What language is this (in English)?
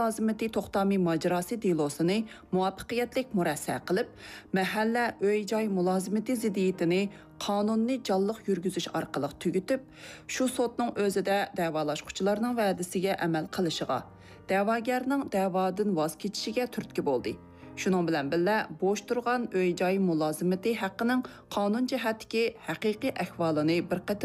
Uyghur